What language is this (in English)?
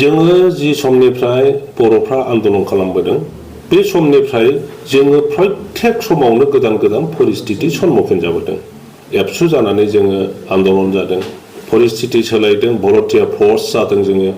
Bodo